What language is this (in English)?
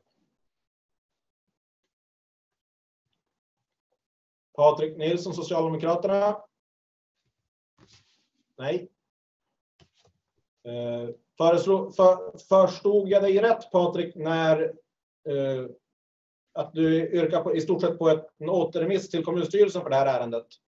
Swedish